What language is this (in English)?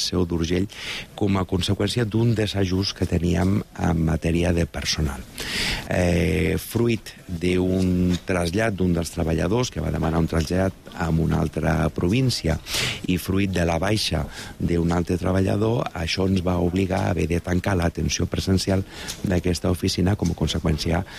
Catalan